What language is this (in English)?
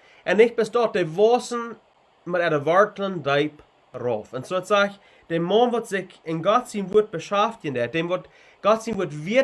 Plautdietsch